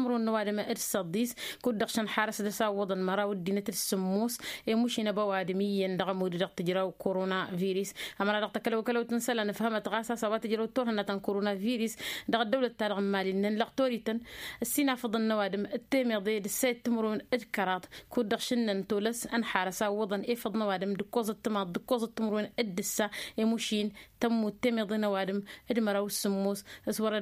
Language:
Tamasheq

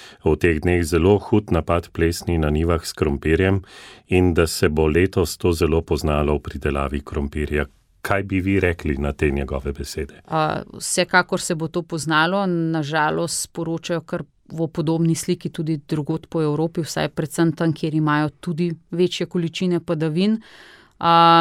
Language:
Slovenian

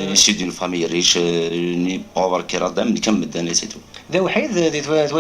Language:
Kabyle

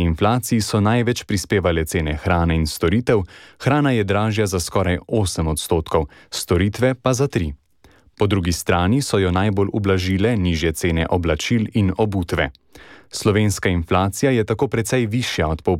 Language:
Slovenian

